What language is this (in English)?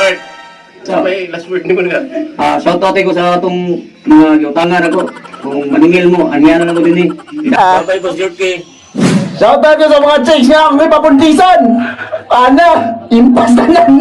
Cebuano